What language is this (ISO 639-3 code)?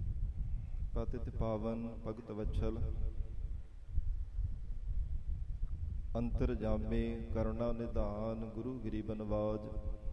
pan